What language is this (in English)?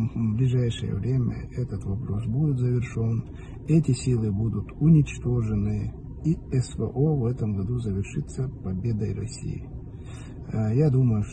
Russian